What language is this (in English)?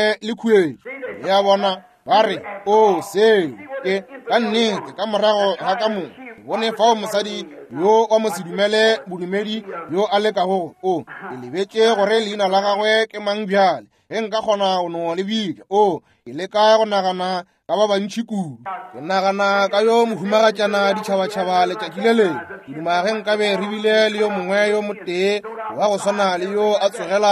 Northern Sotho